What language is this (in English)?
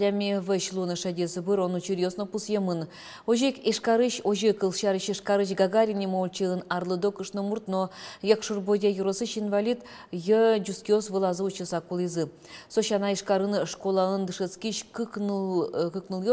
Udmurt